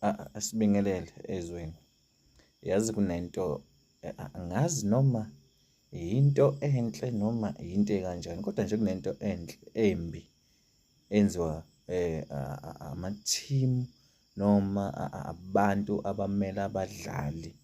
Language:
Zulu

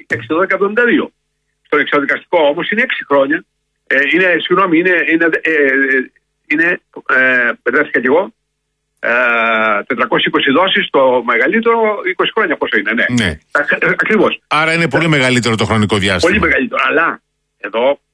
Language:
Greek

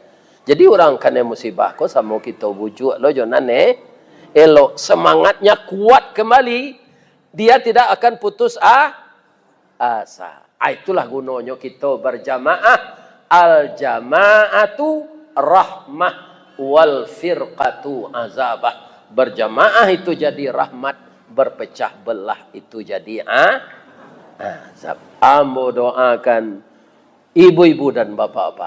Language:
Minangkabau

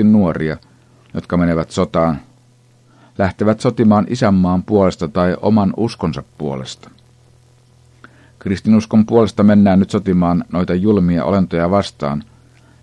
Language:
Finnish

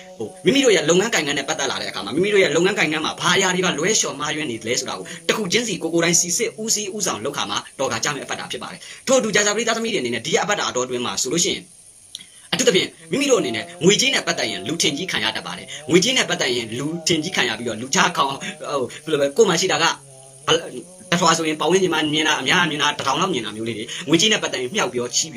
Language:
Burmese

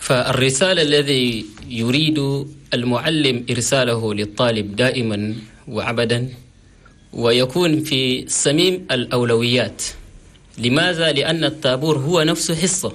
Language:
Chadian Arabic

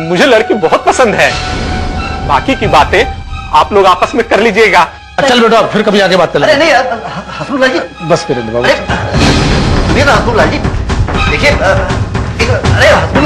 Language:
Hindi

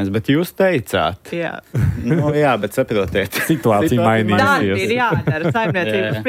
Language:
Latvian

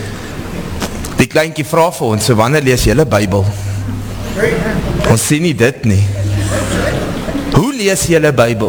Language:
Afrikaans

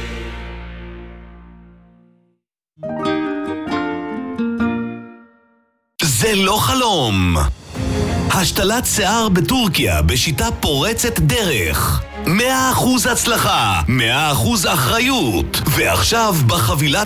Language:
Hebrew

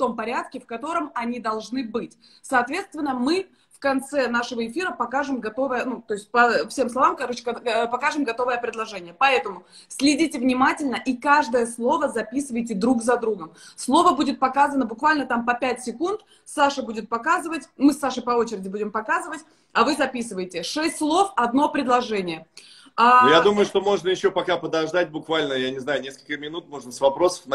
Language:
Russian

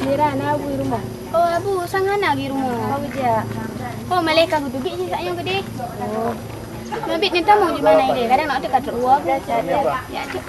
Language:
Achinese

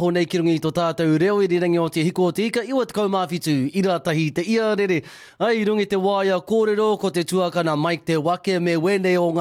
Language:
Māori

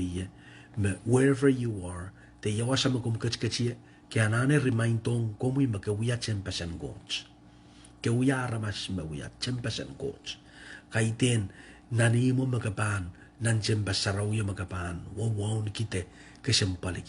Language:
Pohnpeian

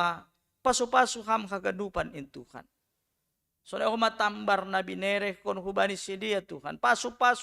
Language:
Batak Simalungun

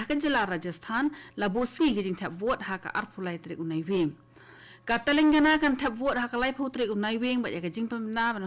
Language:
Khasi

